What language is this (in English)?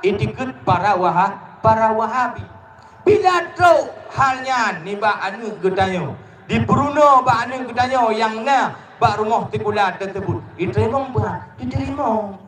Achinese